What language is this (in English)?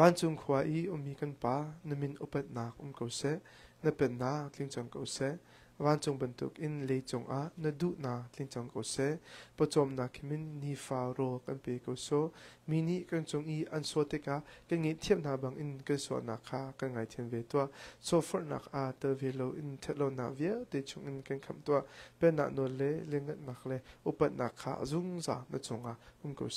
Hakha Chin